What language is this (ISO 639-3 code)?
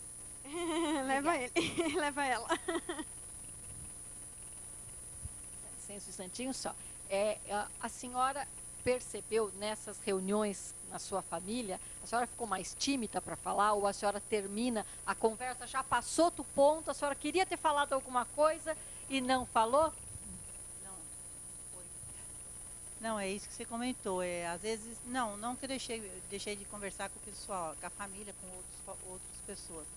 por